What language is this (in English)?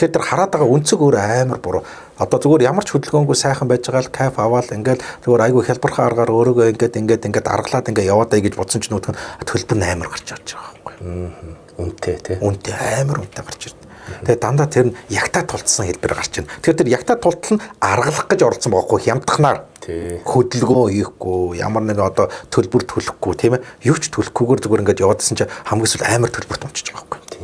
Mongolian